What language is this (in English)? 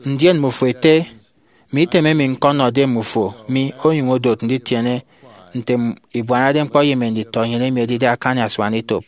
Efik